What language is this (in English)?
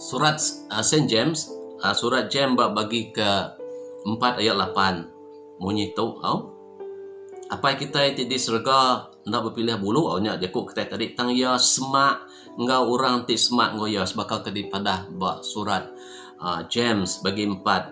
Iban